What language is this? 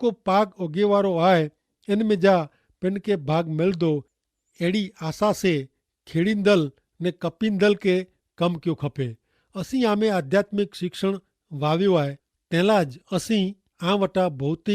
Kachhi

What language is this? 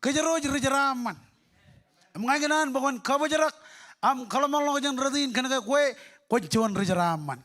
Marshallese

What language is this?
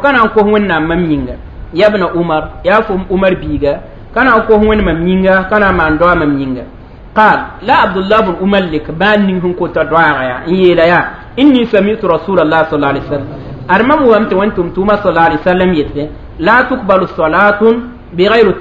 Mossi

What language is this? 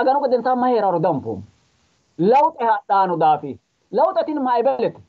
Sidamo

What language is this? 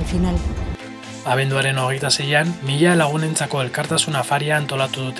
Basque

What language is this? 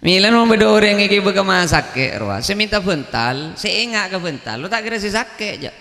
Madurese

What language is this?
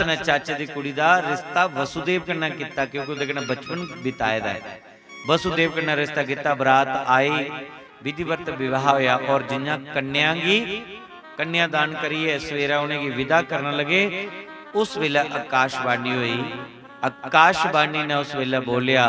Dogri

